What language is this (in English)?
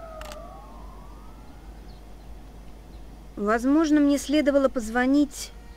Russian